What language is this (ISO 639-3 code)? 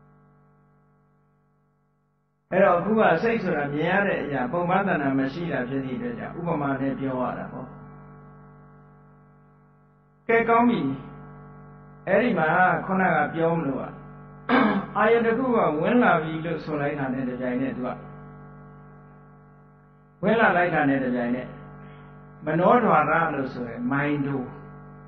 mya